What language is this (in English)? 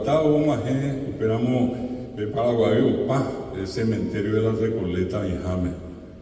Guarani